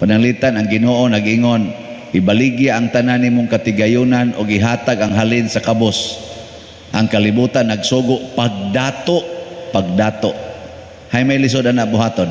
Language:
Cebuano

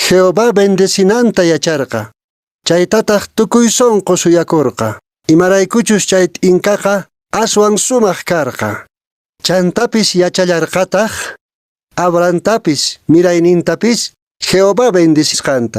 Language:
Quechua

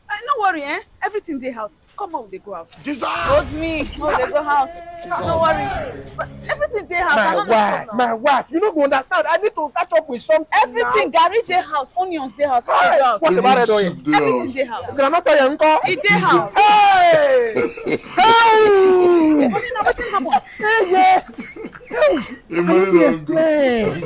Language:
Nigerian Pidgin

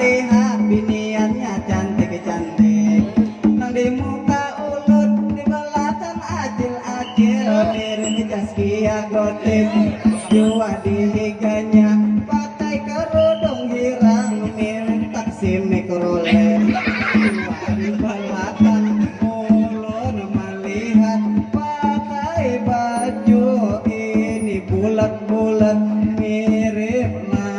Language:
Banjar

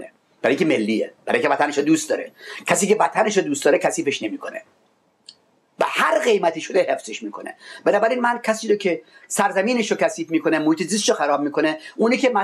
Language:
Persian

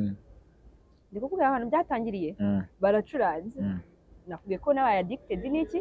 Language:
Kinyarwanda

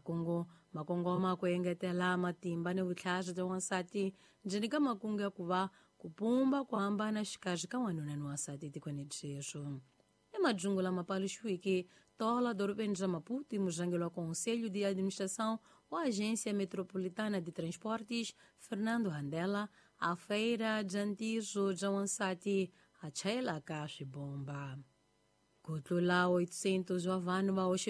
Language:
Tsonga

